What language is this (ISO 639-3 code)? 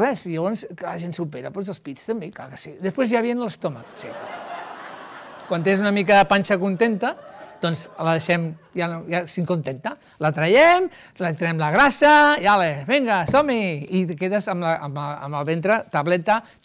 cat